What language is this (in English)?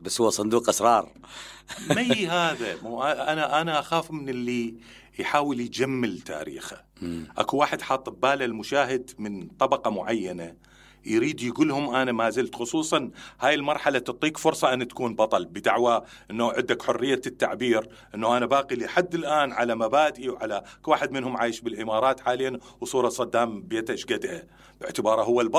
Mesopotamian Arabic